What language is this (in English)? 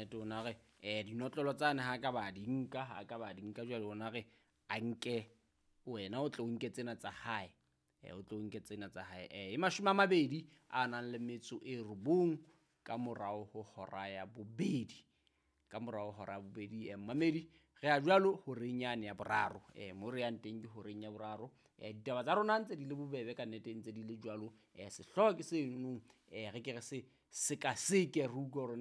Southern Sotho